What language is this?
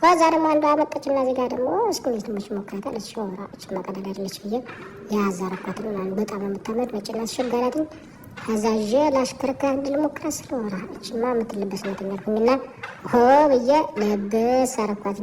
Amharic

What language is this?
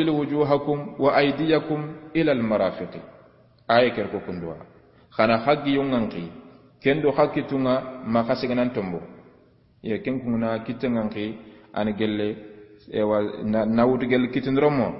Soninke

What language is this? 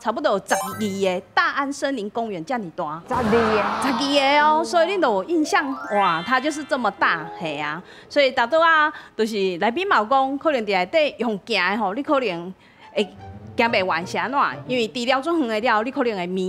Min Nan Chinese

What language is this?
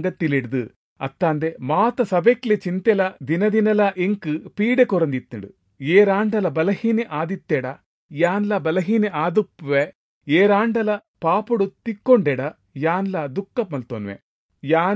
Tulu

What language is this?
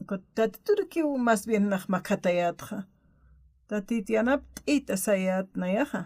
Aymara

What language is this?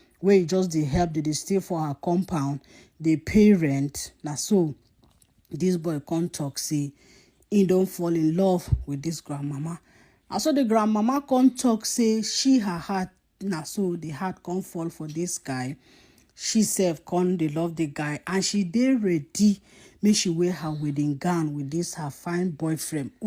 Nigerian Pidgin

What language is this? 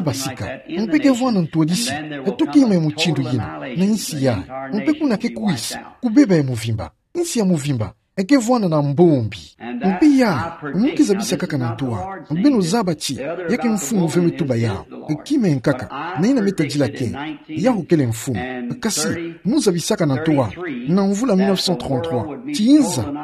Kituba (Democratic Republic of Congo)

